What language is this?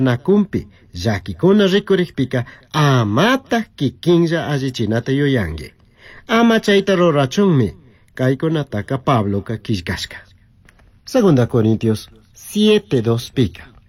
Chimborazo Highland Quichua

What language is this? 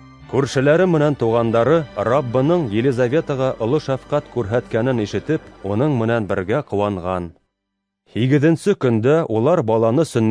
Bashkir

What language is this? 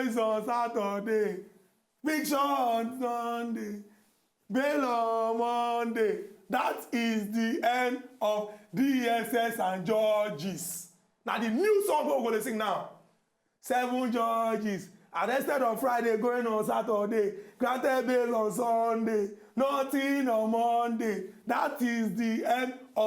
Nigerian Pidgin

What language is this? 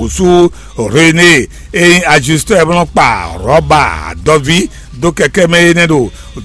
Fon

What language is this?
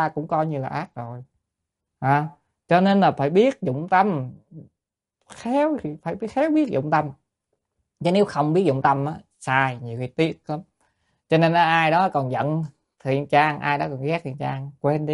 Vietnamese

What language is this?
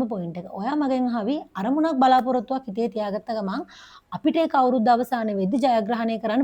Sinhala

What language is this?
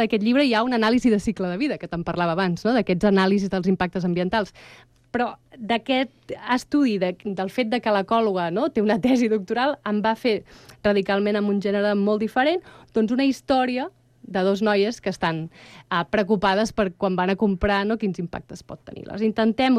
Catalan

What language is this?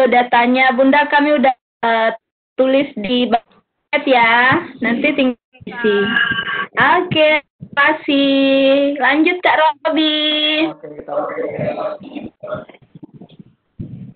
Indonesian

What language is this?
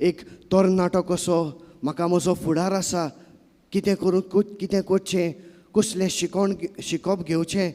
Konkani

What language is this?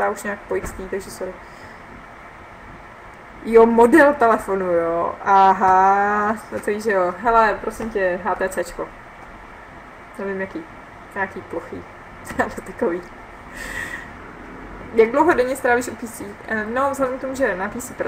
Czech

